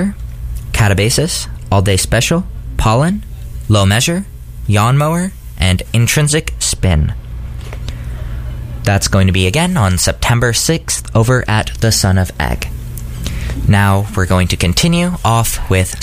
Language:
English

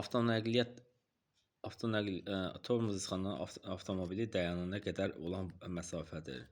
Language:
Azerbaijani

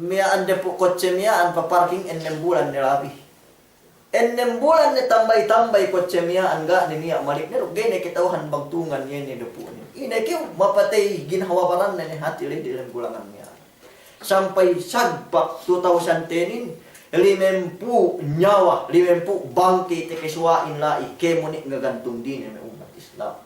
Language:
Yakan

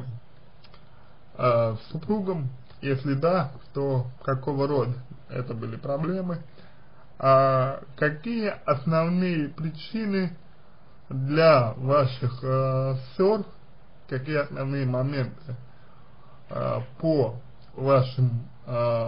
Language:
Russian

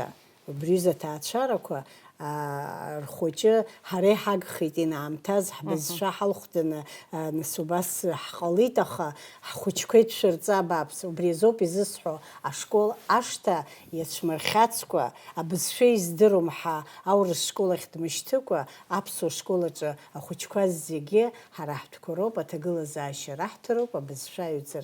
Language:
Abkhazian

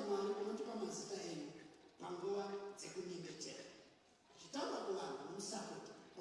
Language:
Shona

